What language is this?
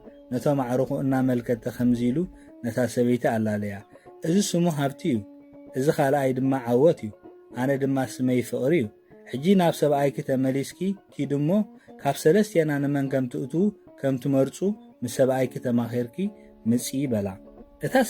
Tigrinya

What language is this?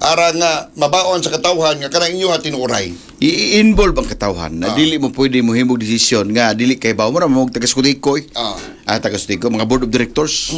Cebuano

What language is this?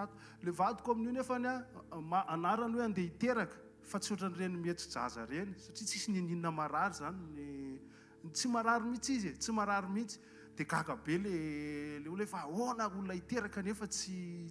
Malagasy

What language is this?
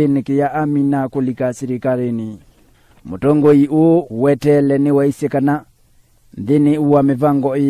Kamba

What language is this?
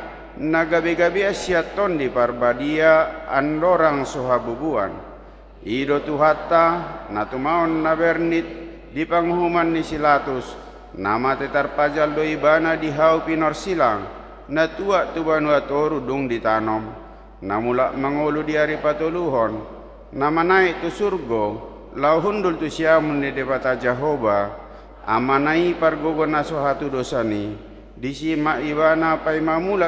Batak Toba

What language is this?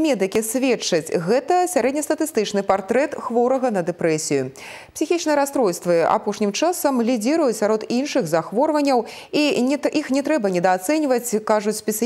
Belarusian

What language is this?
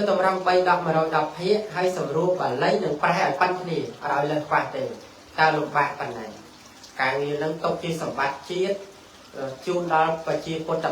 Khmer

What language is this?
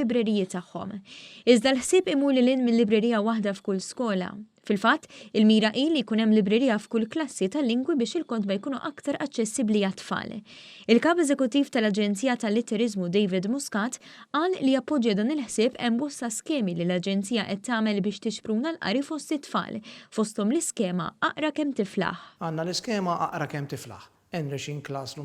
Maltese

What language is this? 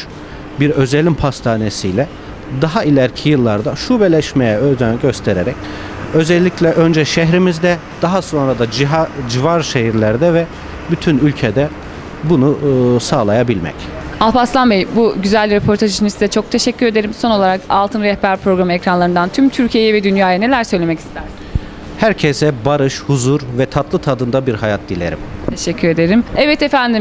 Turkish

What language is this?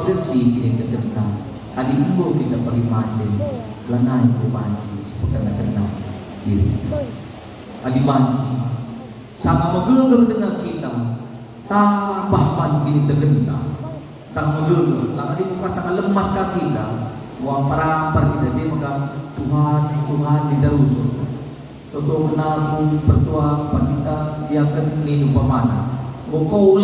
Batak Karo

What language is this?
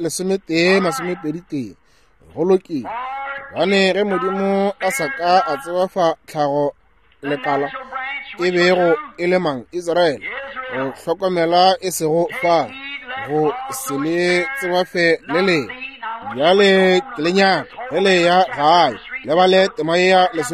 Northern Sotho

